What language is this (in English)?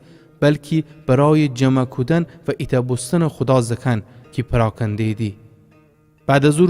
Gilaki